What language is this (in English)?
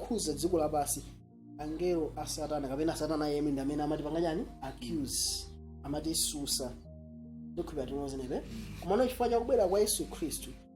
Nyanja